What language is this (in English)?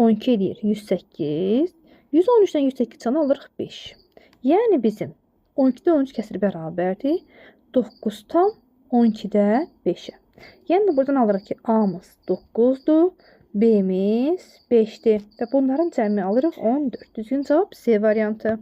Azerbaijani